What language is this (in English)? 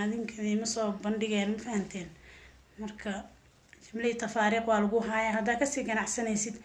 Somali